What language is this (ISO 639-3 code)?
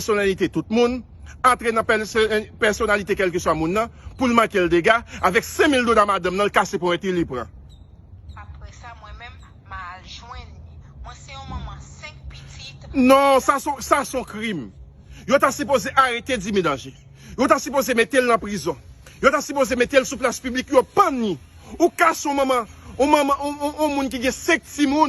hat